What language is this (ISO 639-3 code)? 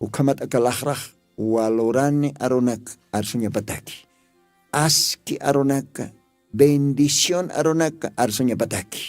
aym